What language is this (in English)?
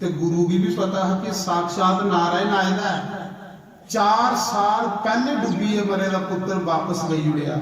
Dogri